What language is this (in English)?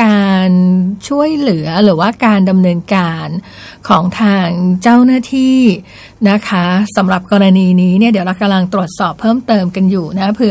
Thai